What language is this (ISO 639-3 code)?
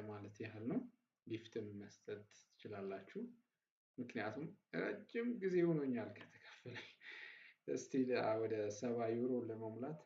amh